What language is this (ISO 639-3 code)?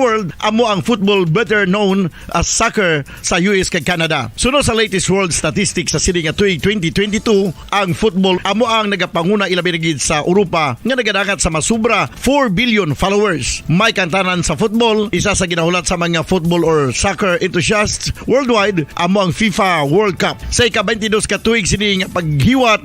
hil